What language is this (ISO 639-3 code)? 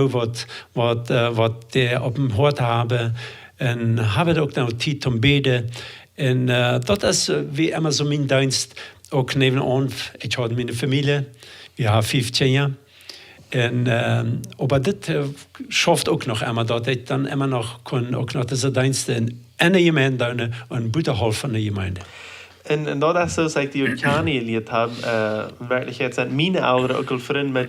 pdt